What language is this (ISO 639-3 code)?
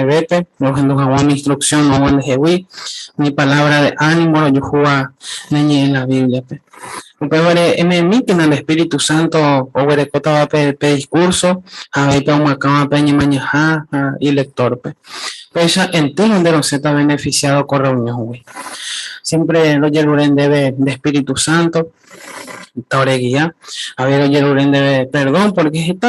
grn